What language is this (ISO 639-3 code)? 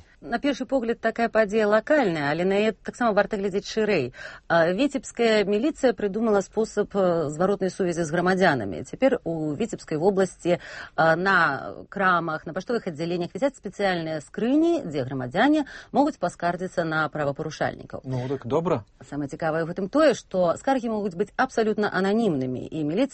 bel